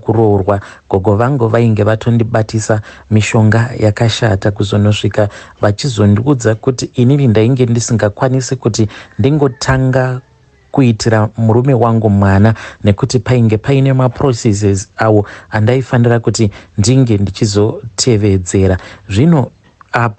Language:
Shona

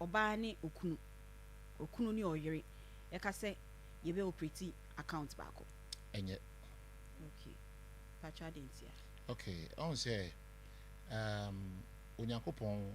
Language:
Akan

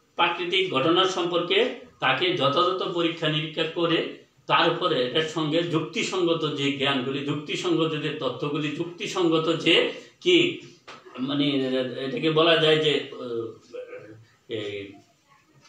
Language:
Bangla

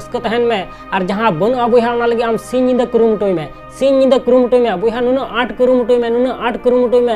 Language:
Santali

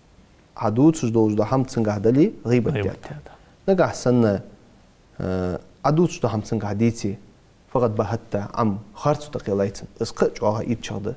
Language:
Ingush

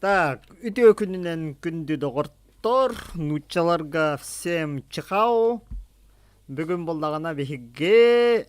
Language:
Yakut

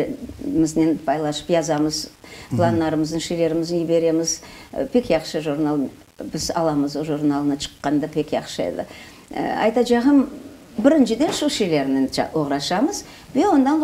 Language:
Crimean Tatar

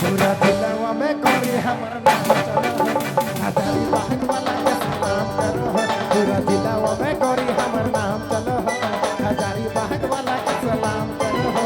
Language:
Sadri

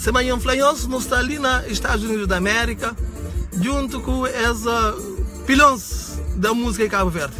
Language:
Kabuverdianu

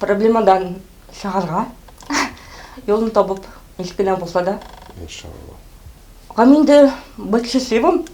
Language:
Tatar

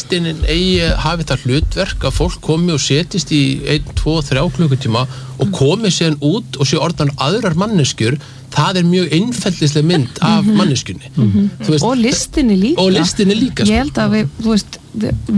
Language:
Icelandic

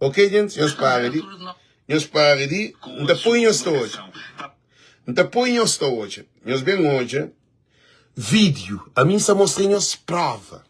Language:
Kabuverdianu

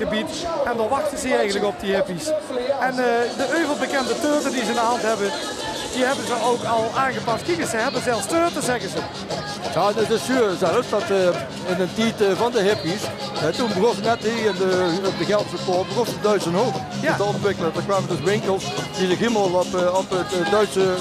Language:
Limburgish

